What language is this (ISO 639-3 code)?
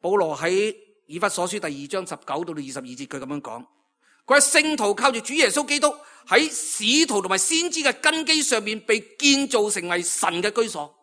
yue